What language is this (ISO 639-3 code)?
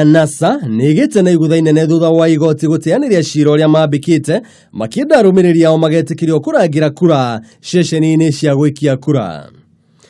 kik